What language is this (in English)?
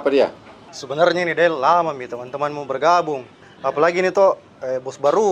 Makassar Malay